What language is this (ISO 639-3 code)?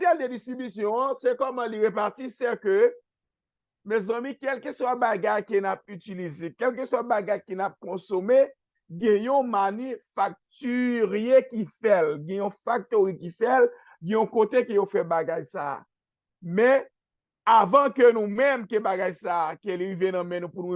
hat